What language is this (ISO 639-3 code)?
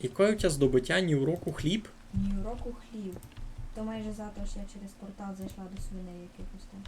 rue